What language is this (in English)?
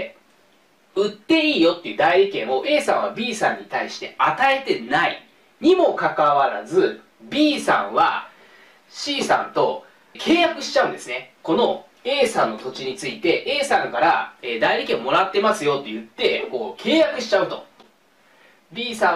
Japanese